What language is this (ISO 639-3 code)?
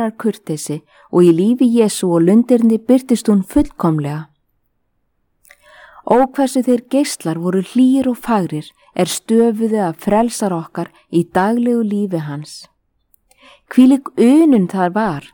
isl